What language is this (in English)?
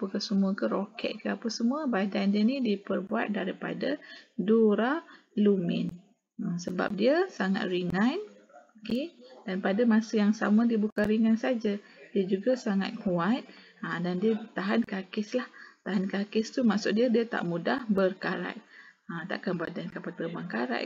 Malay